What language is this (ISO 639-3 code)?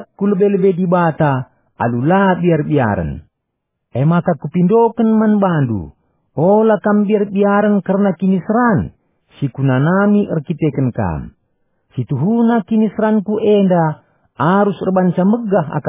btx